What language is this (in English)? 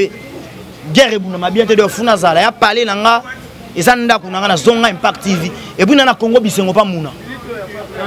Lingala